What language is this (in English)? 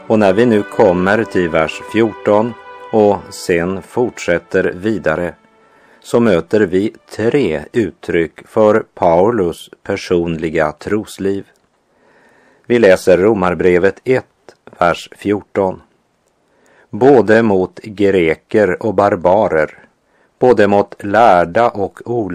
Swedish